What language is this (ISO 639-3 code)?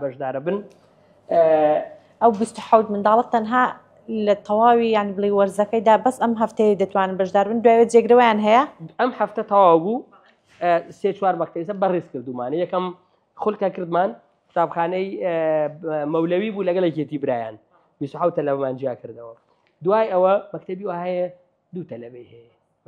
ckb